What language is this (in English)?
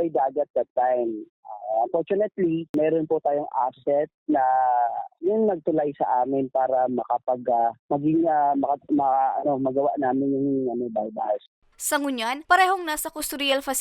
Bikol